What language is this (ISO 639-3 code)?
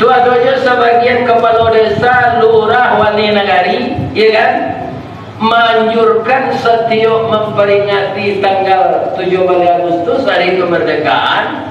min